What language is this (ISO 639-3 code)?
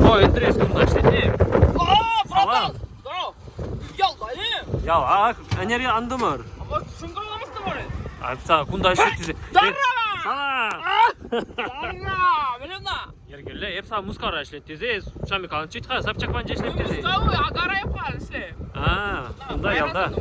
chv